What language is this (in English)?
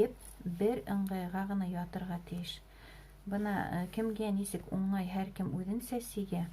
Bashkir